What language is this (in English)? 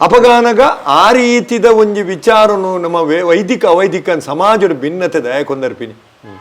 Tulu